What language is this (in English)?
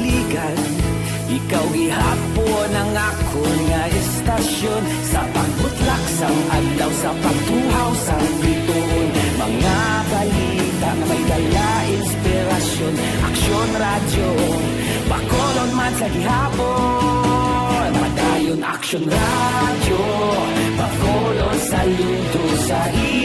Hiligaynon